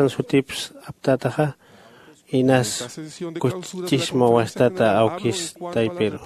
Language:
Aymara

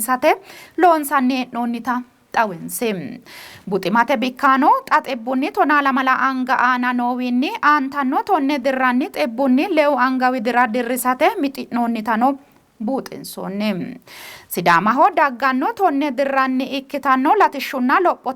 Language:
Sidamo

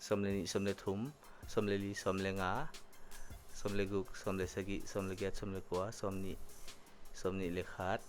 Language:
Paite Chin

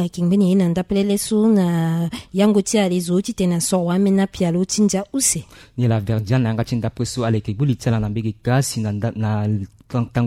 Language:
Sango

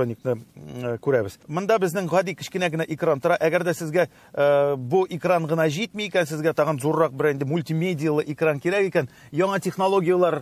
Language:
Tatar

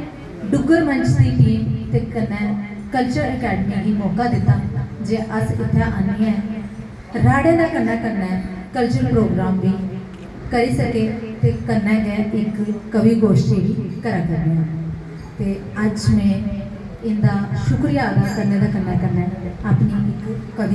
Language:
Dogri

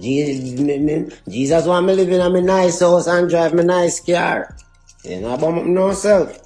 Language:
Jamaican Creole English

